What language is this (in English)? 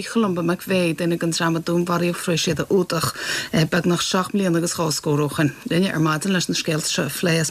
Irish